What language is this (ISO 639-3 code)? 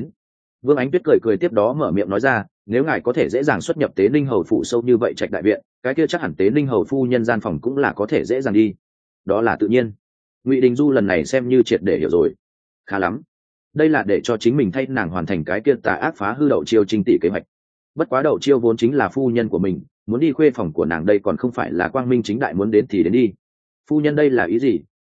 vie